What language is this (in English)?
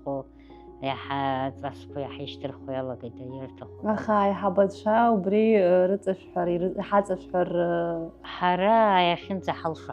Abkhazian